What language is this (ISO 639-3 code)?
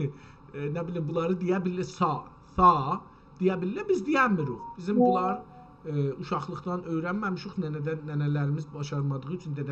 azb